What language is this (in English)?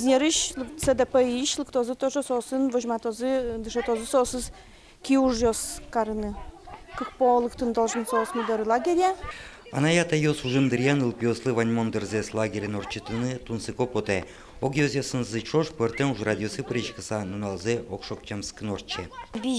Udmurt